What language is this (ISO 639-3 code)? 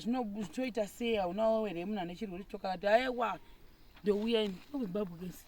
sna